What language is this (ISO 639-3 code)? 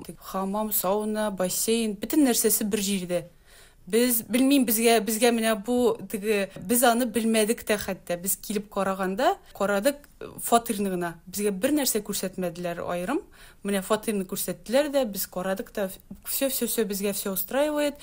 tat